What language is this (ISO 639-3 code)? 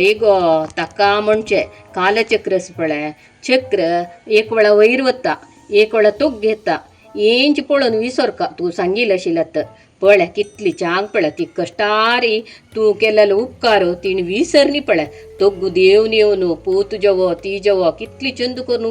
kok